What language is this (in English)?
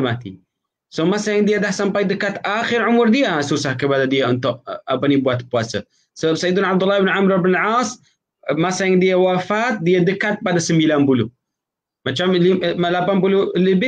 Malay